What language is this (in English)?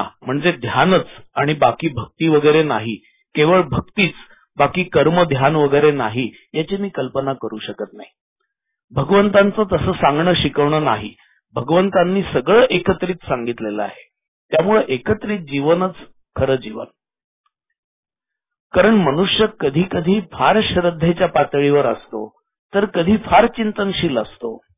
Marathi